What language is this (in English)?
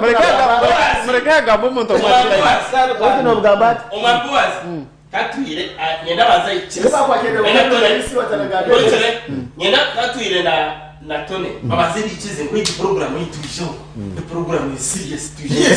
Nyankole